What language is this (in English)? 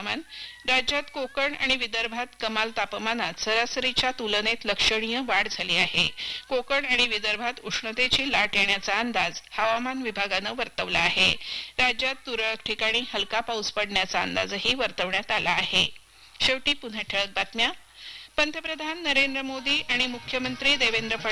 Marathi